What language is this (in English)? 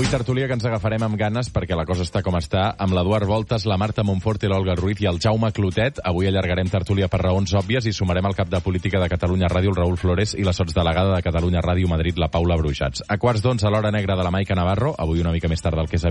Catalan